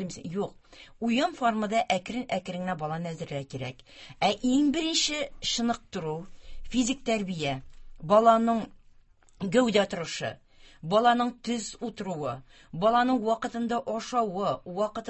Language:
Tatar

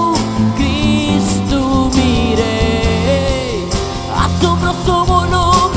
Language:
Papiamento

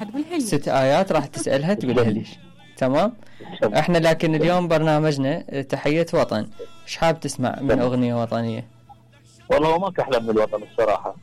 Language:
Mesopotamian Arabic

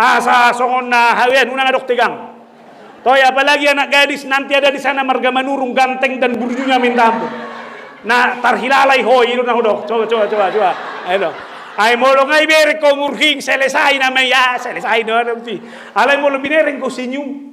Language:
Batak Toba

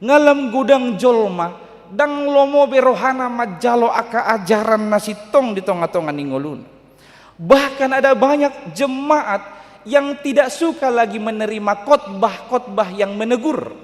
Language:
Batak Toba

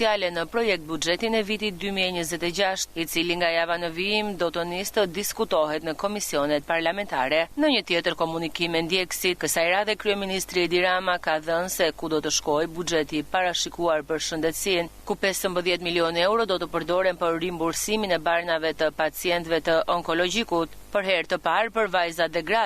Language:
Albanian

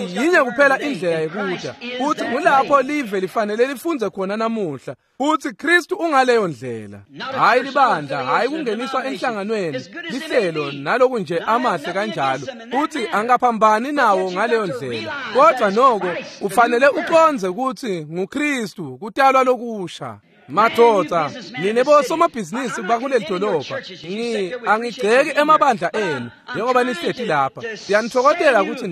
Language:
Swati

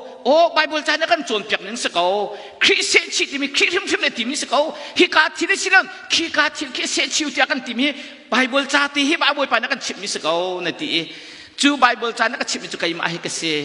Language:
Hakha Chin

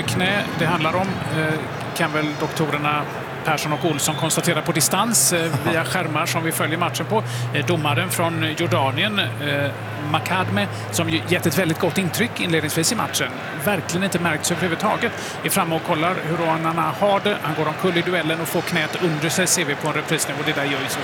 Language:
Swedish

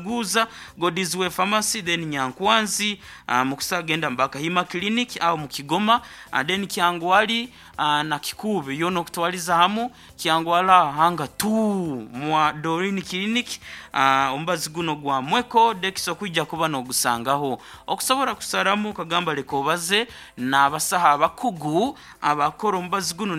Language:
Nyankole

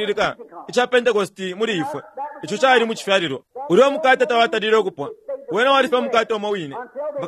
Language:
Bemba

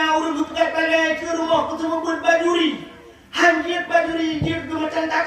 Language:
Achinese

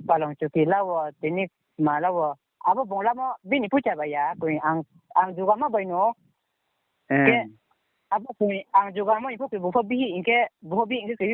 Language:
Riang (India)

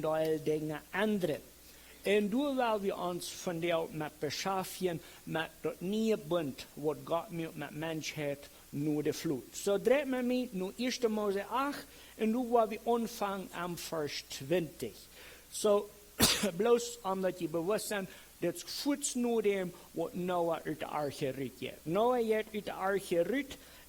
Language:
Plautdietsch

